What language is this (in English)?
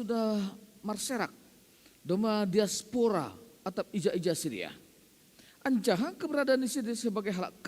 Batak Simalungun